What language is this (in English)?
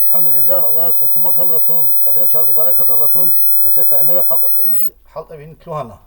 Avaric